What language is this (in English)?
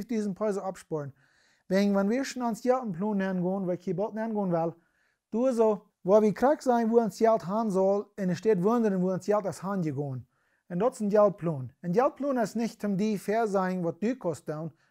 Plautdietsch